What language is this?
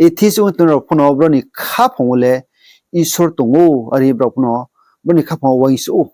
Riang (India)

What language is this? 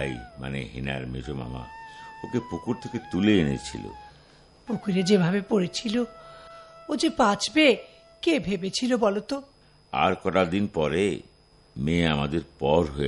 Bangla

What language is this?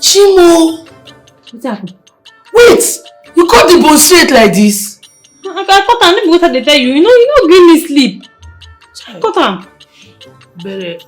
Nigerian Pidgin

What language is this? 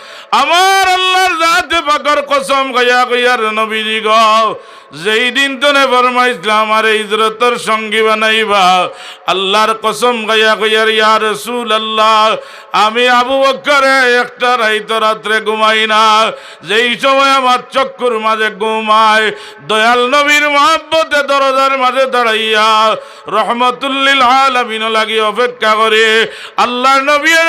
Sylheti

